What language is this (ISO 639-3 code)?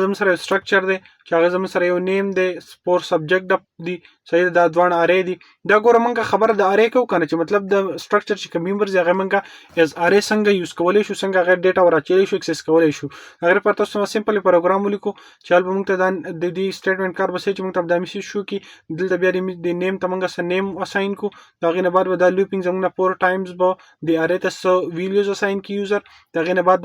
pus